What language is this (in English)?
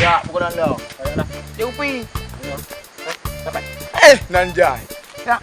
Achinese